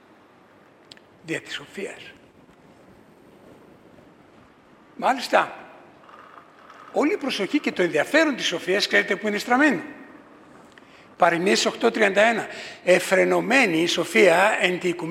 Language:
Greek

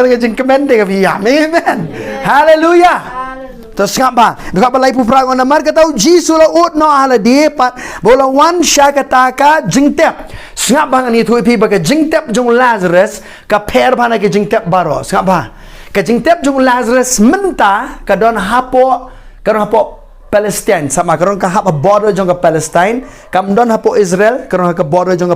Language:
Khasi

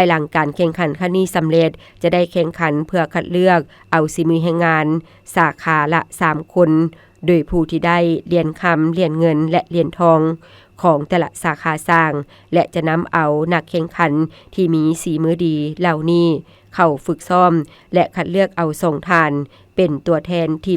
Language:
Lao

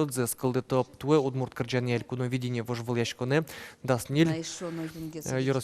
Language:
Udmurt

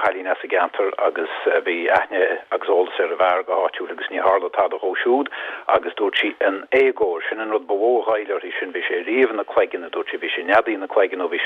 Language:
Irish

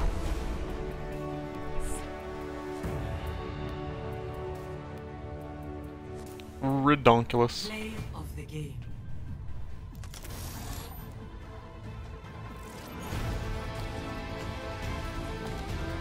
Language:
English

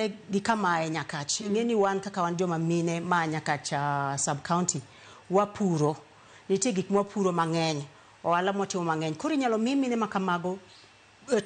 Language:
Luo (Kenya and Tanzania)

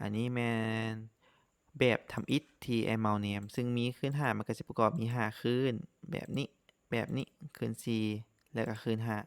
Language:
Lao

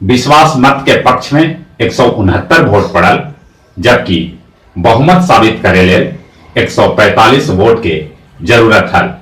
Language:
Magahi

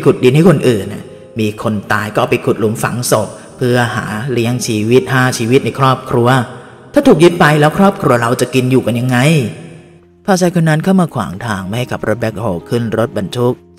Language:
Thai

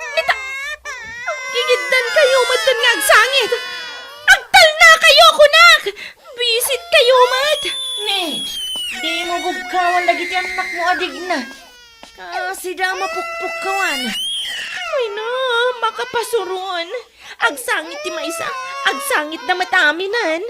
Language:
Iloko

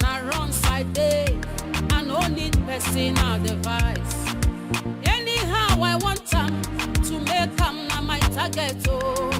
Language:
Nigerian Pidgin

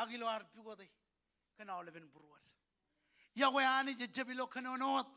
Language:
Marshallese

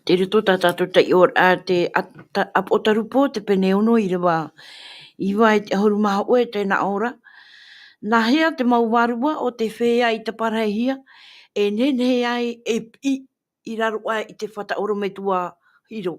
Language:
Tahitian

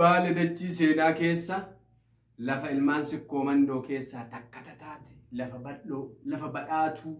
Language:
Oromo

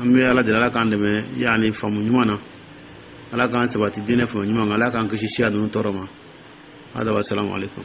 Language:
Dyula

